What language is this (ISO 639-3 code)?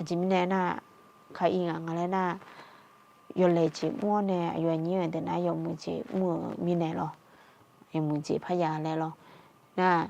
ahk